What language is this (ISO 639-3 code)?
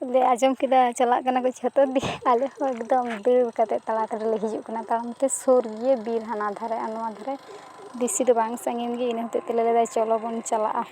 sat